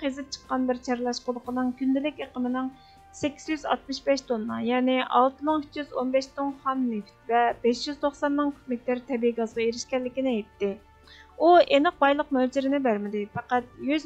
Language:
Uyghur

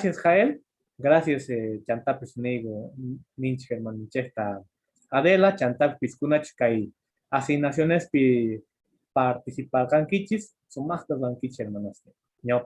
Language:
Quechua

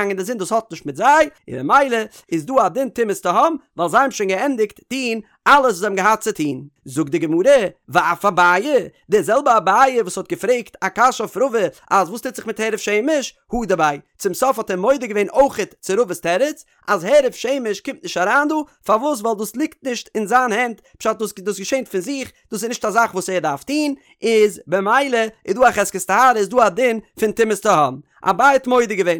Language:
Yiddish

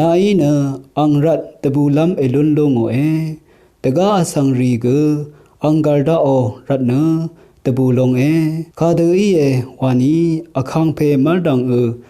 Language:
Rawang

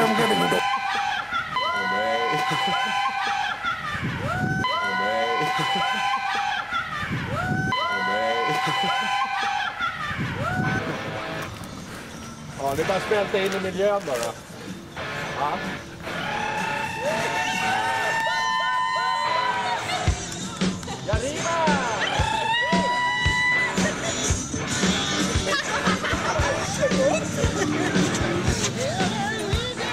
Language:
Swedish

